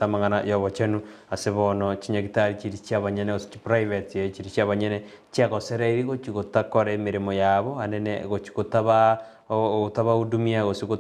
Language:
Gusii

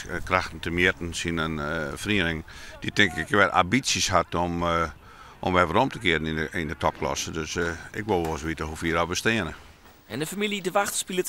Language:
Western Frisian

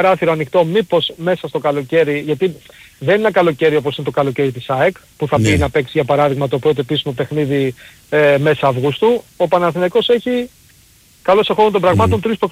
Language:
Greek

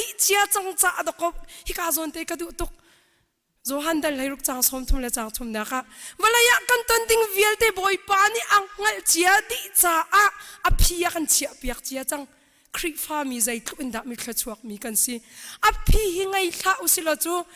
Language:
Hakha Chin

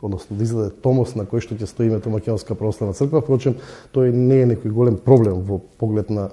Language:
Macedonian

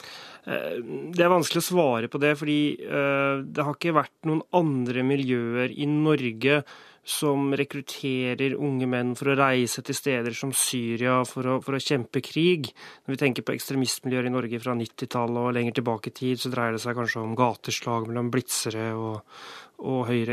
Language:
Norwegian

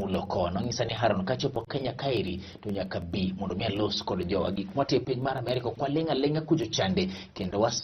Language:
Luo (Kenya and Tanzania)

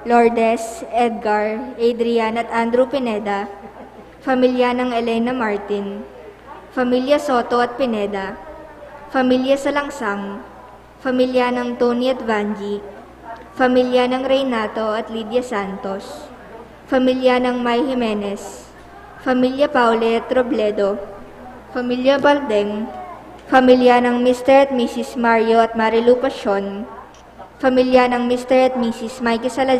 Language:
Pampanga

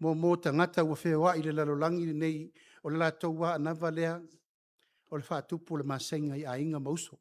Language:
Samoan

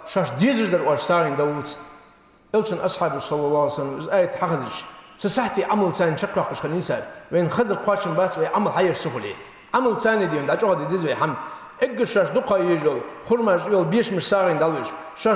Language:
Ingush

